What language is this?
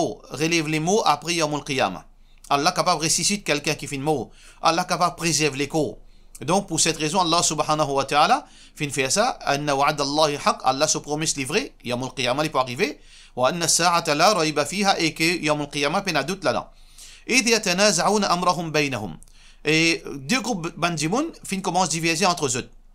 Morisyen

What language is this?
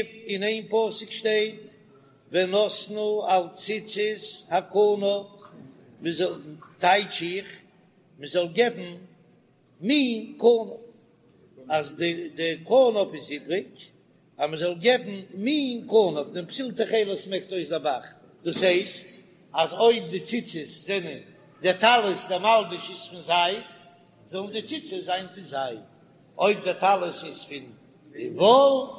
Yiddish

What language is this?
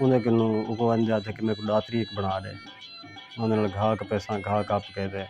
Saraiki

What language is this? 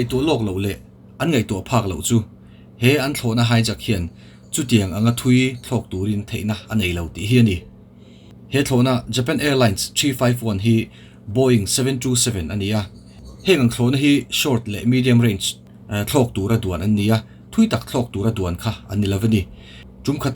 Mizo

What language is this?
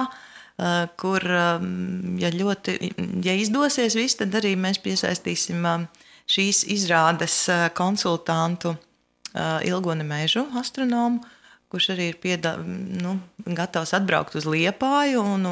Latvian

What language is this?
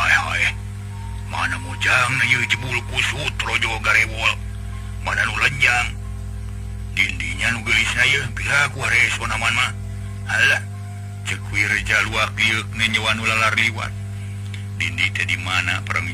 Sundanese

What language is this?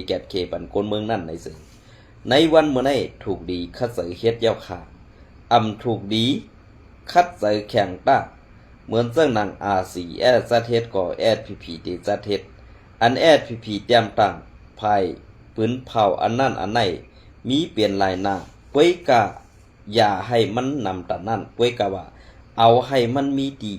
Shan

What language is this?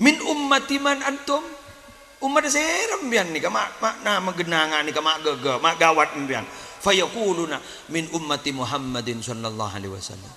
Madurese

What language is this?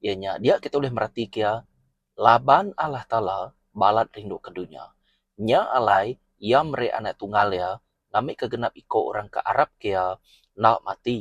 Iban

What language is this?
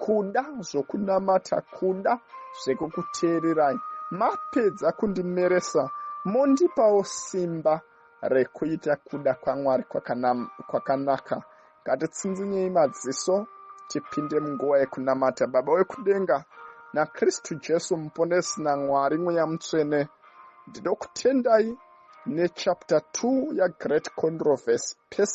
Shona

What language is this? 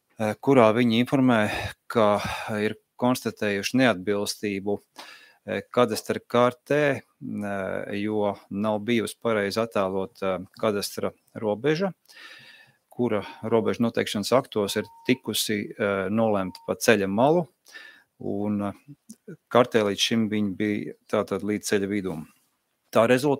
Latvian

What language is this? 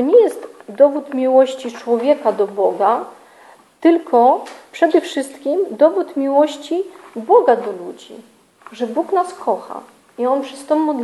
Polish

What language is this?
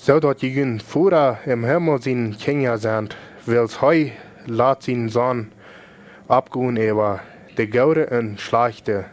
Plautdietsch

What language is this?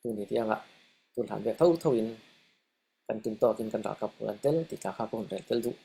Falam Chin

